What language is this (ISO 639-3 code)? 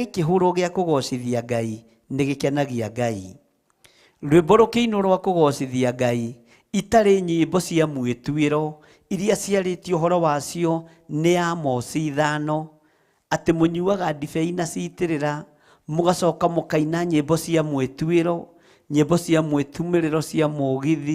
kik